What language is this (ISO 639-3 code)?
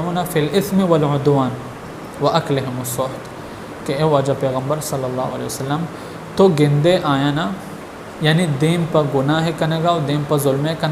bal